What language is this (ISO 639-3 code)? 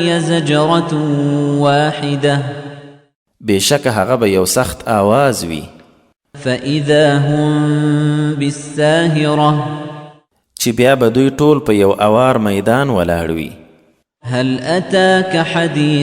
pus